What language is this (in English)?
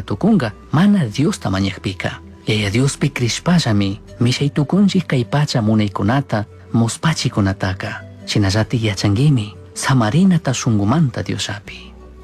Chimborazo Highland Quichua